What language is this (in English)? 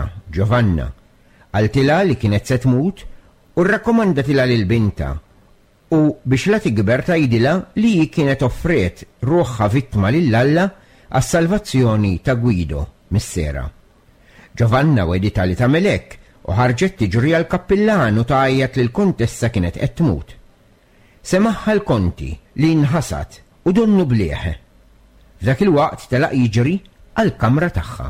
Maltese